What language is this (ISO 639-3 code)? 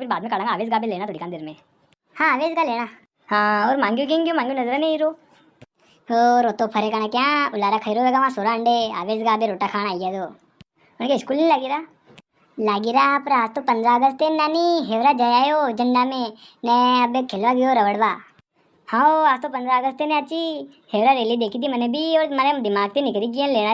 raj